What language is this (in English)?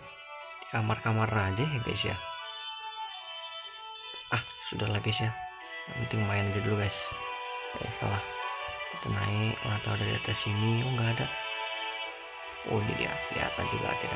Indonesian